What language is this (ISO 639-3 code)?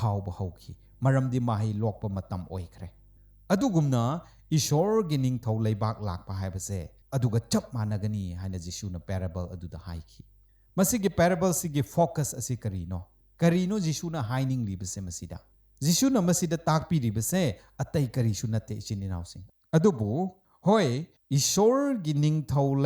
mni